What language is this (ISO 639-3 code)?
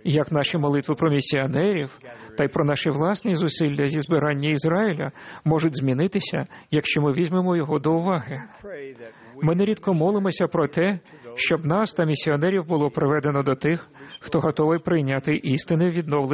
ukr